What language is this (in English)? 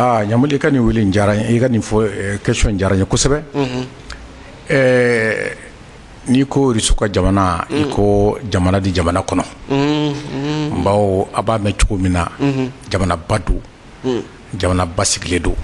Bambara